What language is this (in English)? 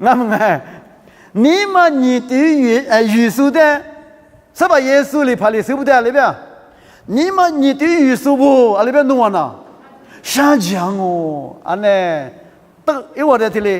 Lisu